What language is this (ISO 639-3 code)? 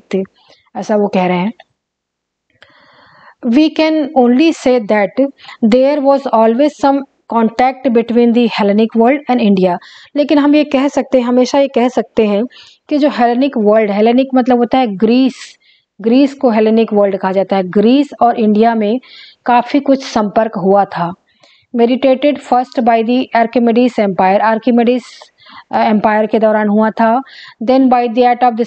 hin